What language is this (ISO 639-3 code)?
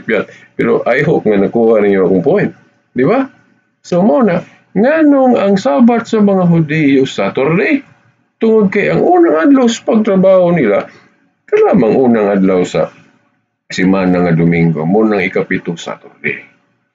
ceb